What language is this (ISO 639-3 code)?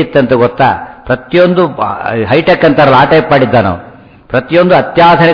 kan